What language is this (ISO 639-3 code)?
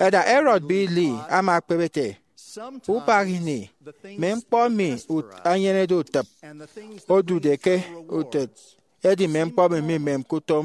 efi